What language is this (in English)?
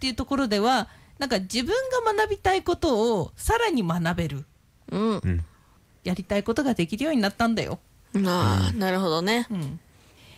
Japanese